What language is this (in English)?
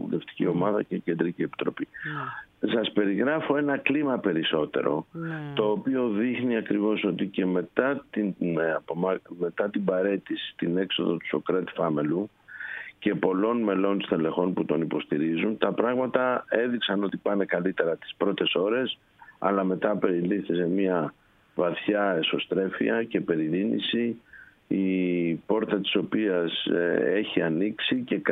Greek